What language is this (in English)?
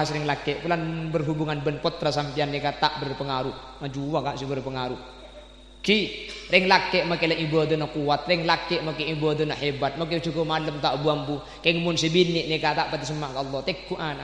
Madurese